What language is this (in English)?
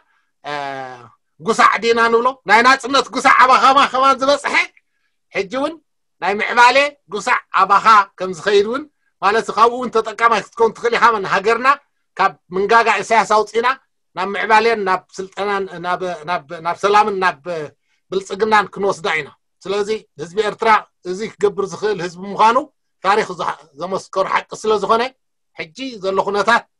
Tigrinya